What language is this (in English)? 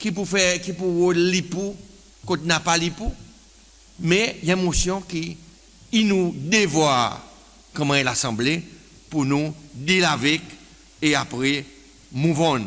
Seselwa Creole French